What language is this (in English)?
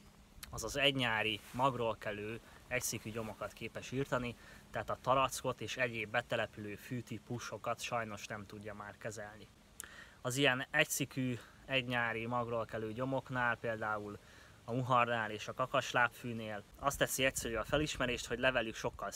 Hungarian